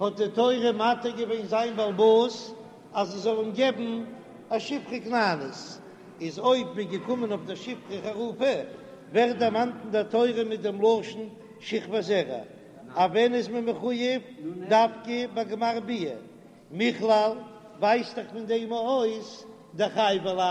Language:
Yiddish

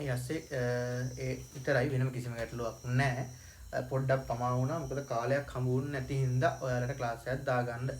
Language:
Sinhala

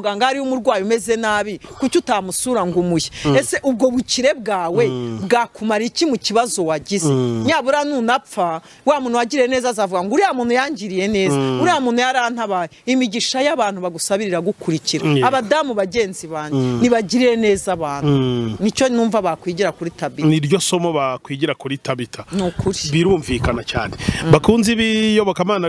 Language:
Kinyarwanda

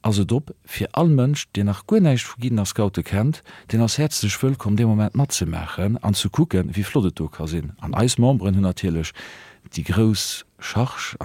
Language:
Luxembourgish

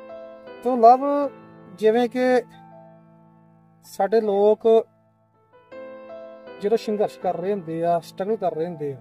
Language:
Punjabi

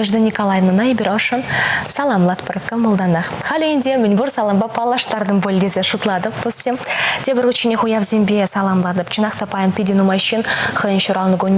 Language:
Chuvash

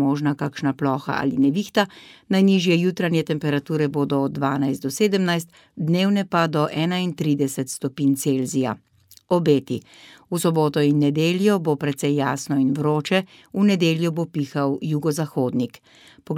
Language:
Slovenian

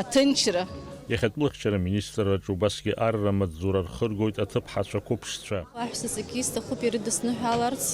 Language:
Abkhazian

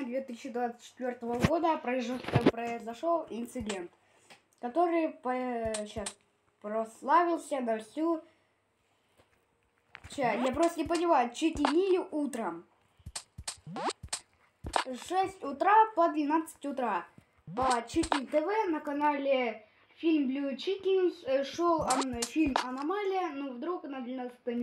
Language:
Russian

